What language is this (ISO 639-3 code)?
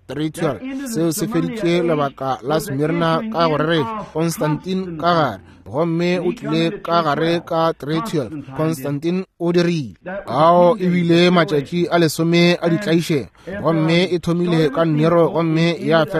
nso